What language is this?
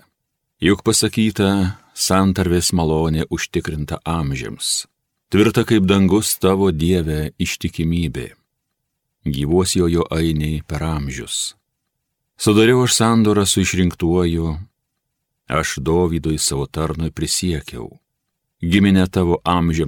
Lithuanian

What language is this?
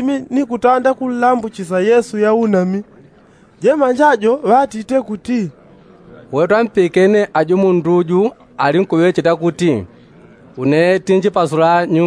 Yao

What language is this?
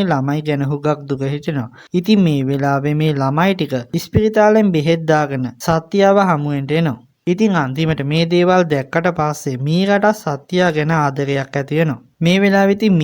Sinhala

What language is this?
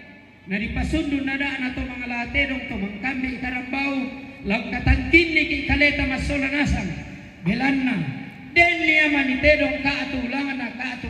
Toraja-Sa'dan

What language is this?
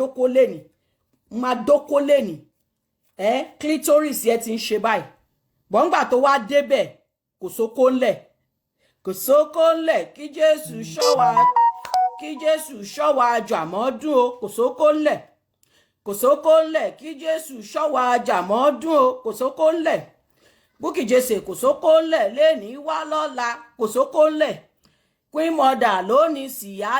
Yoruba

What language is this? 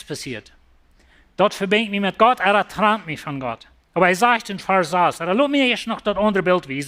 Plautdietsch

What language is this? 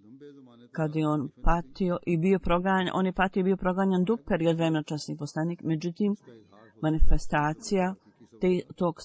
Bosnian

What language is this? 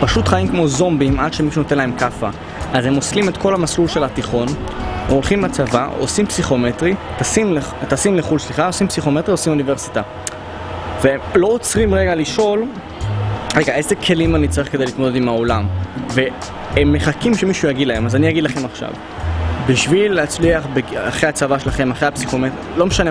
Hebrew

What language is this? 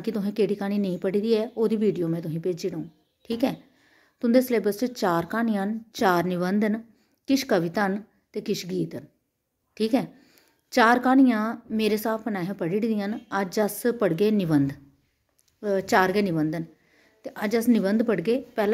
Dogri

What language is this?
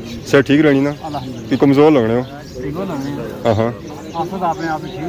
Pahari-Potwari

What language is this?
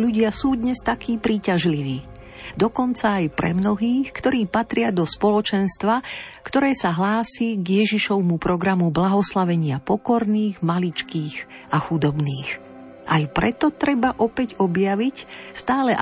Slovak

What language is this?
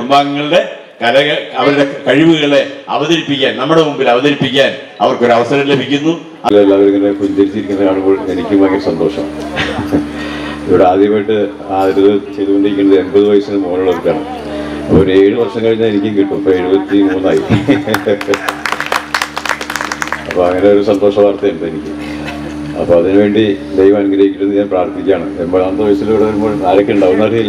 Malayalam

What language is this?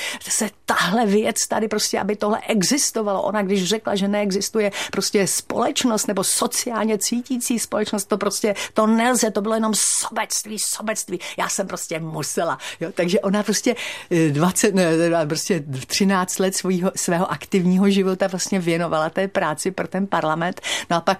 Czech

